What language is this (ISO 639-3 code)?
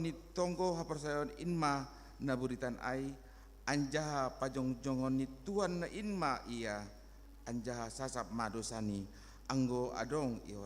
bts